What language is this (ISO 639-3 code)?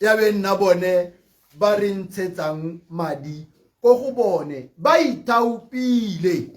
tsn